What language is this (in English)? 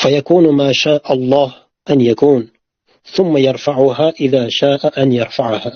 Uzbek